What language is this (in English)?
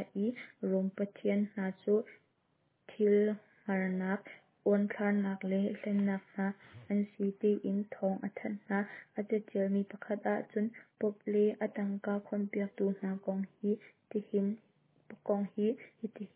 Hakha Chin